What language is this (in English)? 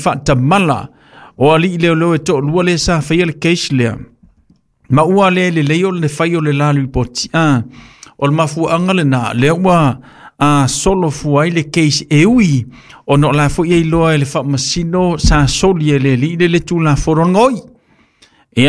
Samoan